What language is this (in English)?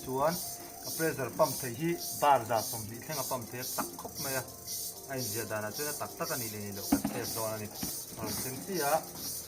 Mizo